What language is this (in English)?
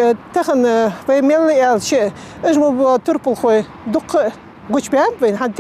Ingush